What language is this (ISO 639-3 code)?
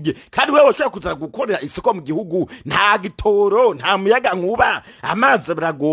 run